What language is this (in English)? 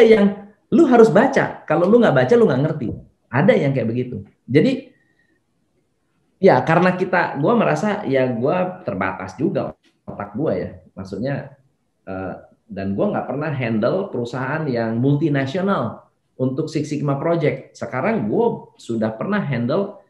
Indonesian